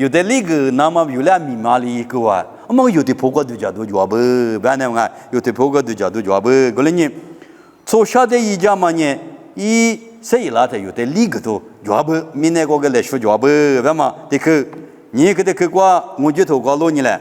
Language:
Lisu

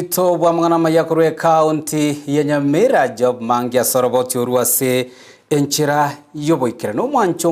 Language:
Gusii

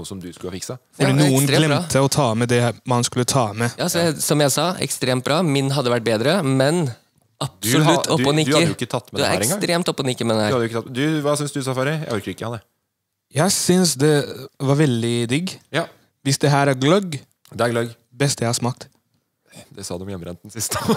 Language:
Norwegian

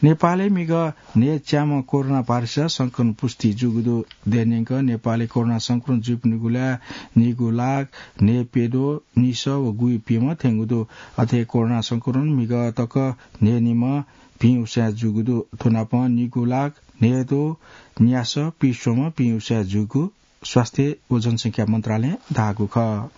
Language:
Newari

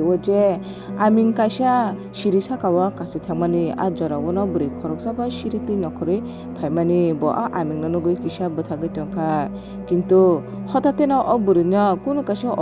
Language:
Kok Borok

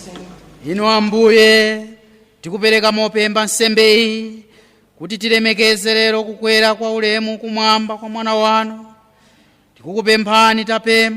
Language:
Nyanja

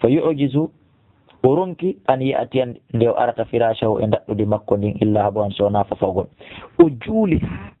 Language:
Fula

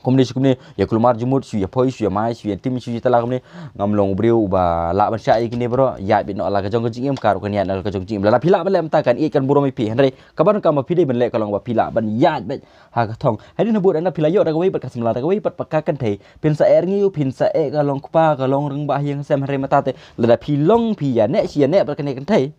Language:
Khasi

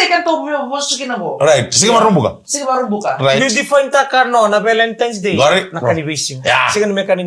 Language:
Fijian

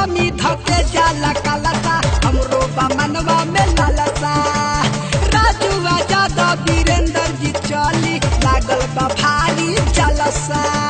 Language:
Bhojpuri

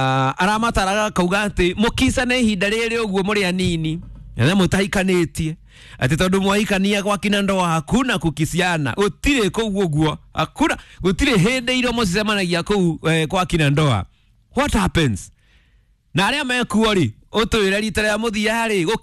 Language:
Kikuyu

